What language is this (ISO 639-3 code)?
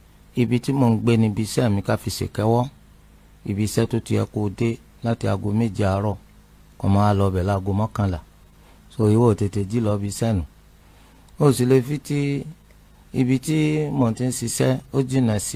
yor